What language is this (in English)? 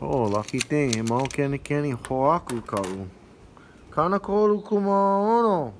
Hawaiian